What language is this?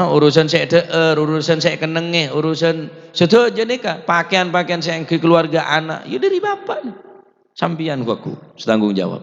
Madurese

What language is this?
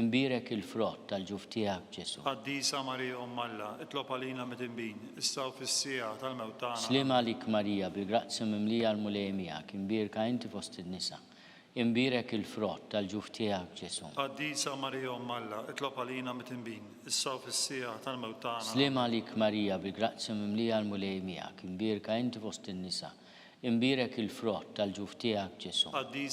Maltese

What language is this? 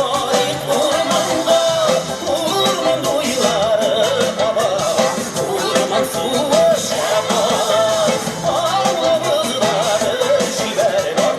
Tatar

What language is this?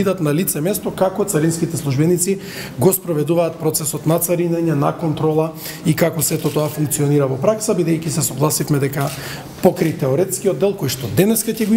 Macedonian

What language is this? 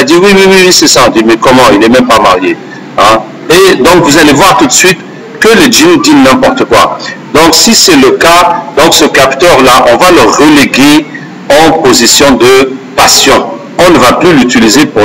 French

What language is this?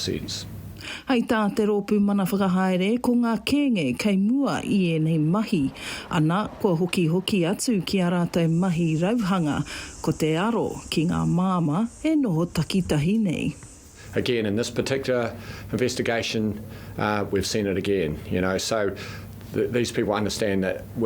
Māori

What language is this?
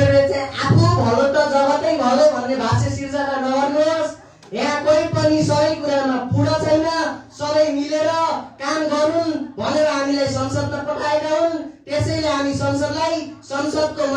Nepali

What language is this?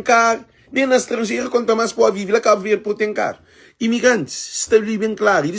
Kabuverdianu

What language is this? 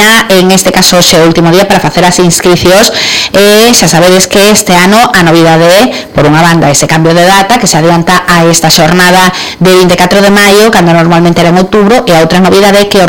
Galician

